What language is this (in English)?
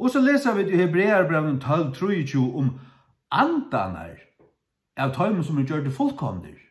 Faroese